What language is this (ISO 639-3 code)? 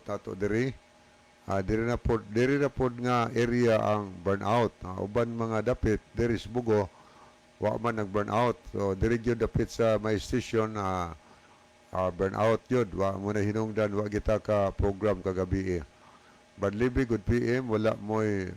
ceb